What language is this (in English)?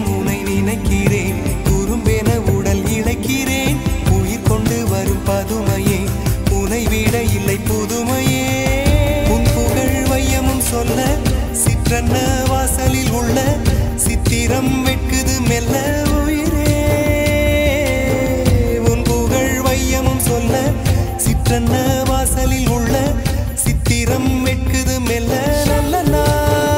Tamil